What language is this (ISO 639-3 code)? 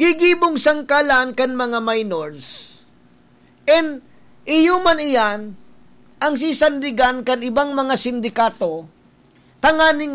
bik